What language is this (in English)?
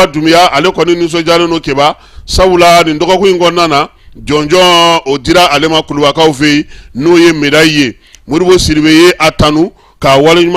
Bambara